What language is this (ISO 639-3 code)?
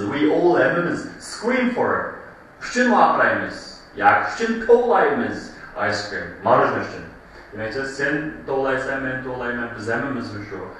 uig